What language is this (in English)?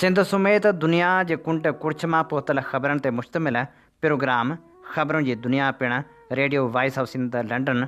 Sindhi